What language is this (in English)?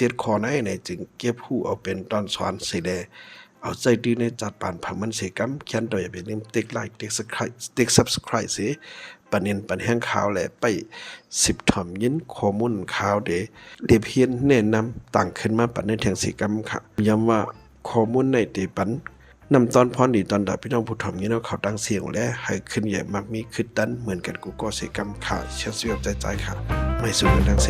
Shan